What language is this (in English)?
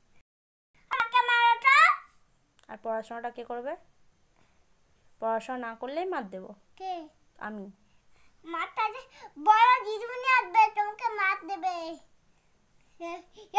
Bangla